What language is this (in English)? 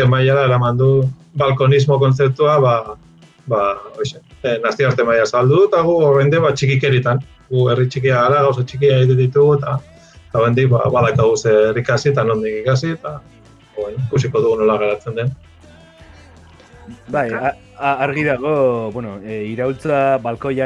Basque